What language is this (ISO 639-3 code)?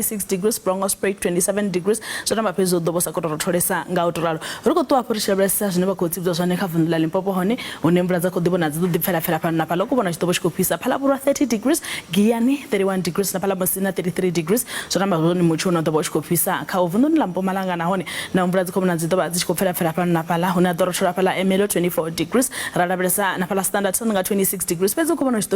ven